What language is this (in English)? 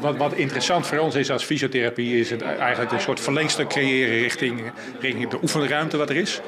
Western Frisian